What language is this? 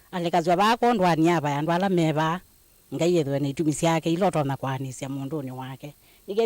Kamba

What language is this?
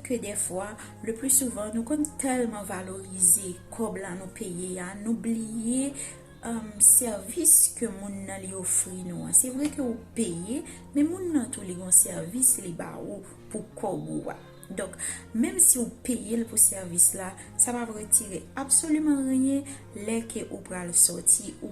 Haitian Creole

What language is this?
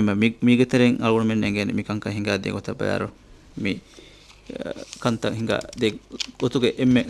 Divehi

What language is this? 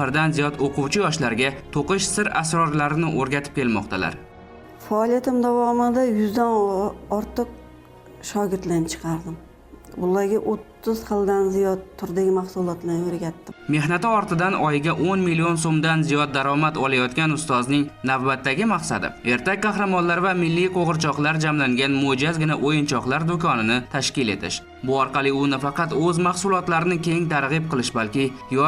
Uzbek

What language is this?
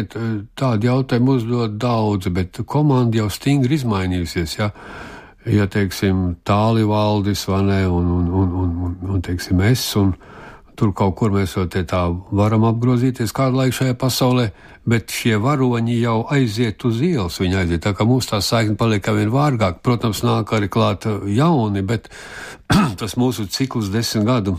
Latvian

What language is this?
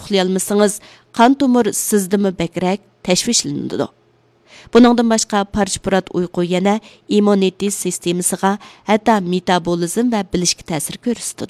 Uyghur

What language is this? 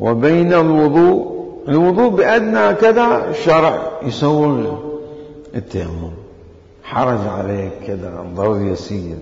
Mesopotamian Arabic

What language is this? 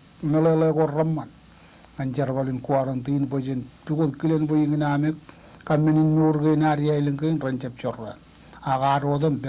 Marshallese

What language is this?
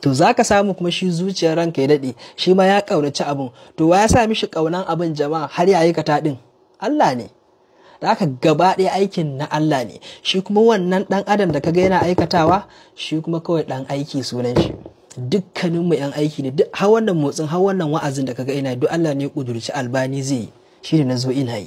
Hausa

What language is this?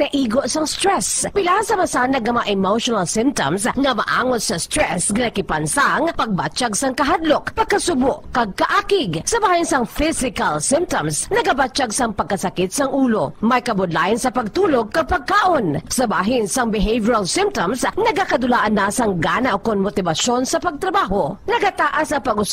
Hiligaynon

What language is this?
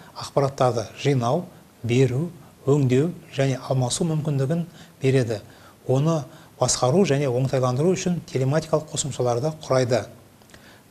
Kazakh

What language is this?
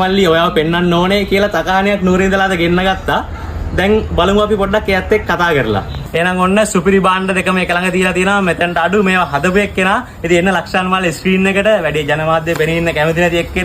Sinhala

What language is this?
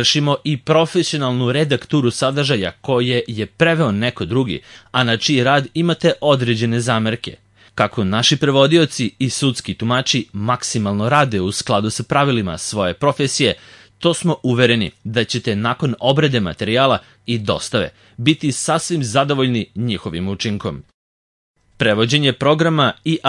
Serbian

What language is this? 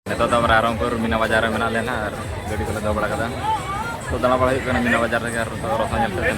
Santali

